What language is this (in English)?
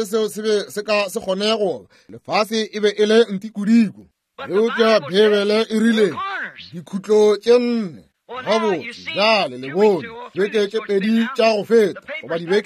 Northern Sotho